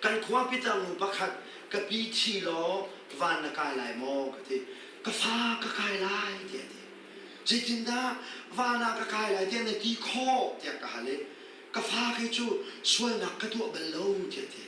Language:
Hakha Chin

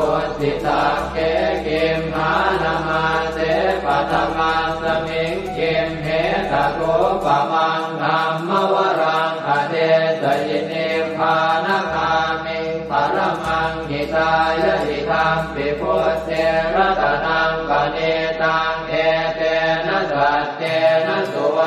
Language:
Pali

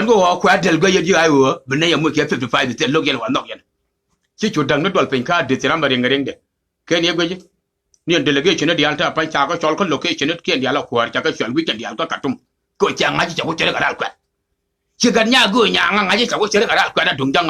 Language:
Nuer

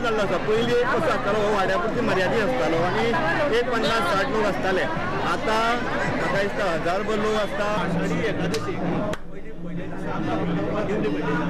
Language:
Konkani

